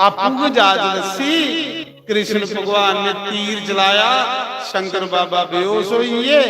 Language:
Dogri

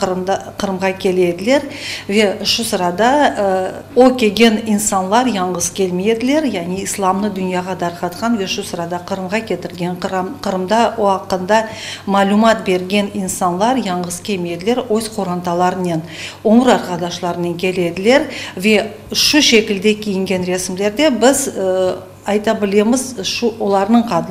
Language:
Crimean Tatar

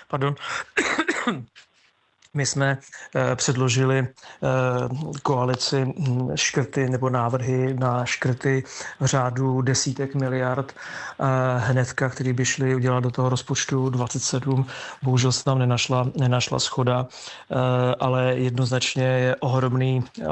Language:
Czech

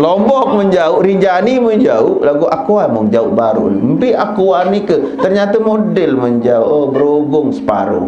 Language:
Sasak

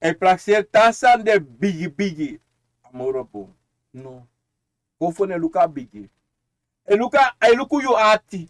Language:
Sranan Tongo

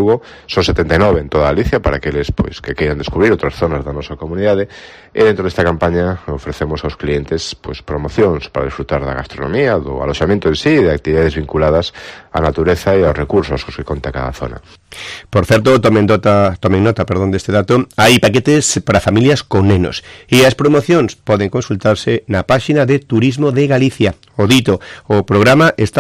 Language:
Galician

